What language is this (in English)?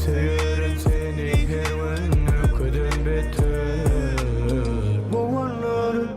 Turkmen